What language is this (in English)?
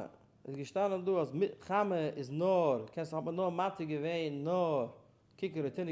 Yiddish